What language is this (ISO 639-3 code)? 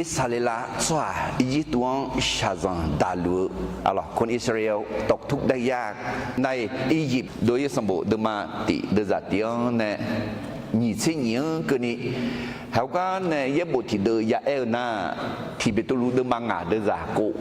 ahk